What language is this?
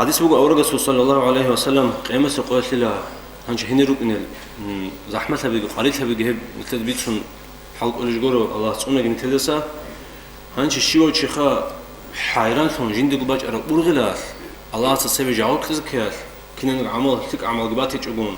Avaric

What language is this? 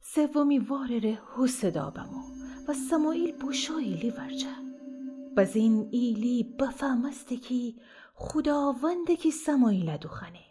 Gilaki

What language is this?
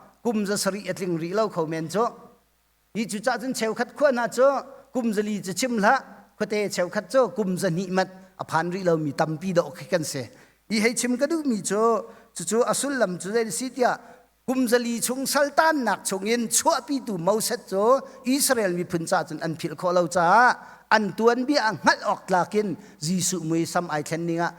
Hakha Chin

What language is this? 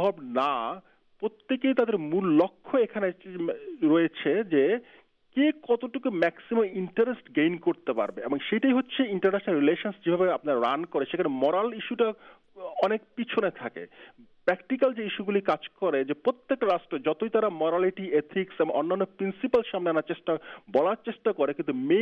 Bangla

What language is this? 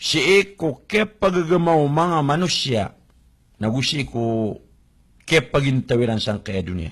Maranao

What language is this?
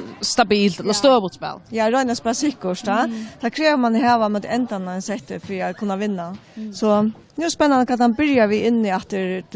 Faroese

